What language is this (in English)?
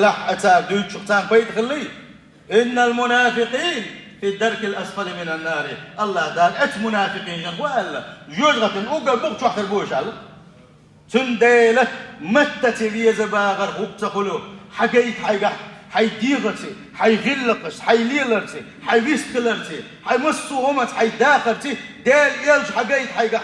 Chechen